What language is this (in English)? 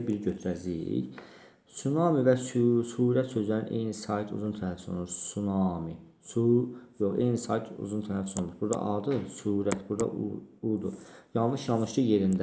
Azerbaijani